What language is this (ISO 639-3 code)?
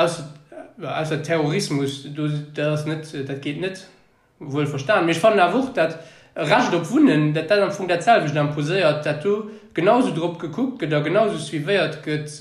ltz